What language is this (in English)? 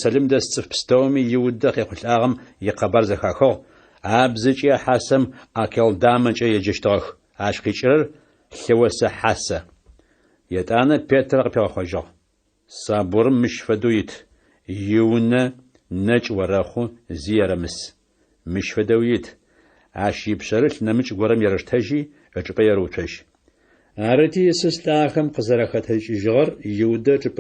Adyghe